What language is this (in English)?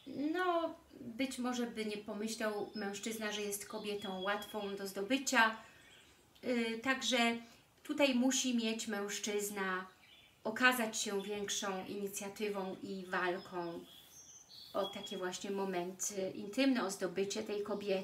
Polish